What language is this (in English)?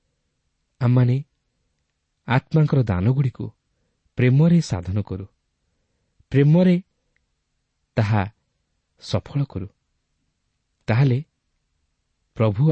Odia